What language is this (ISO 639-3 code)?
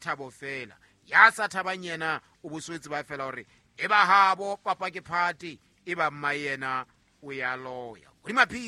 sot